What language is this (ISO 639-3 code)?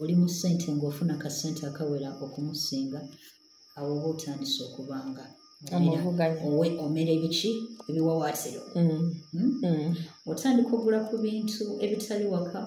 lug